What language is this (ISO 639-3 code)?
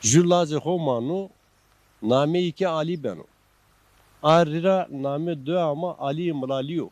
zza